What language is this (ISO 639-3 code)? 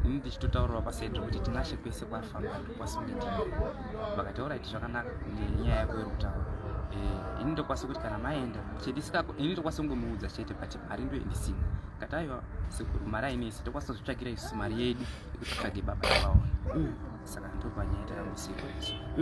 sna